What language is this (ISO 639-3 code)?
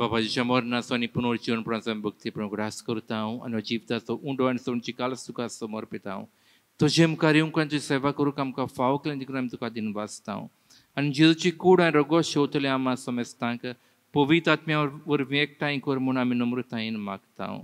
kok